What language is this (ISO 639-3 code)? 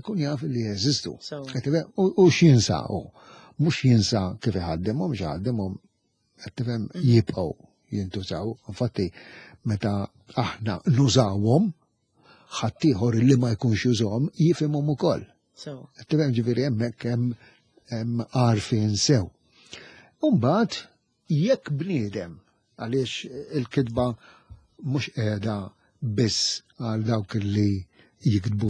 mlt